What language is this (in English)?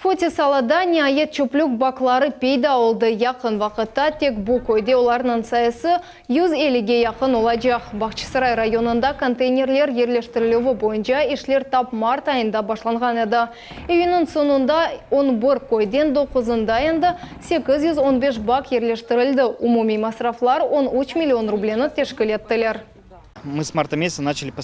Crimean Tatar